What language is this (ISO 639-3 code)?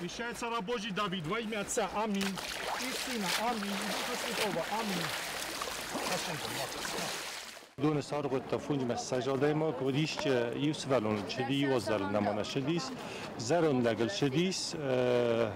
oss